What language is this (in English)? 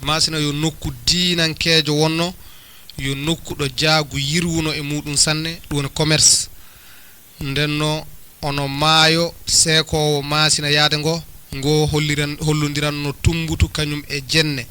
Fula